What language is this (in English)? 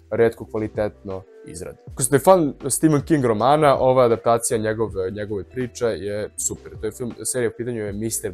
Serbian